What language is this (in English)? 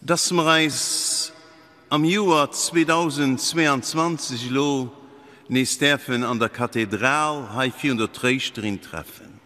Luxembourgish